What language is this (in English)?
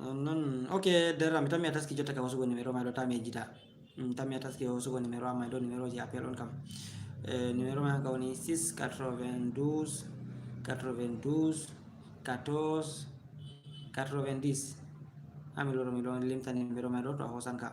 Fula